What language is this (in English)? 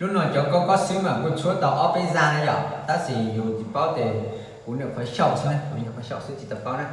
Hmong